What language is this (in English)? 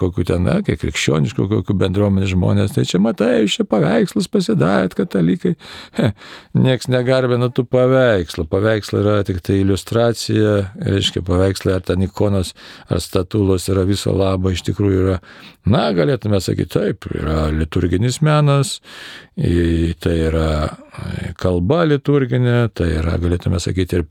Lithuanian